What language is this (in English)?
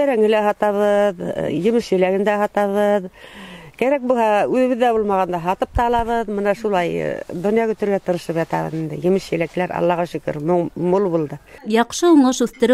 Bashkir